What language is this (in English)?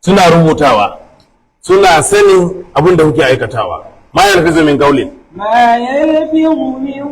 Hausa